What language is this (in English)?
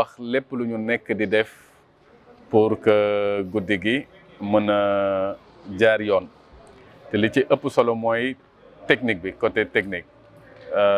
Wolof